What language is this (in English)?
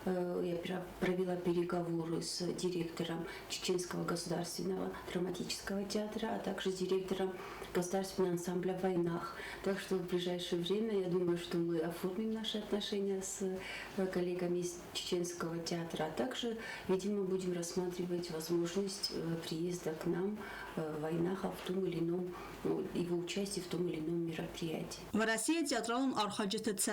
Ossetic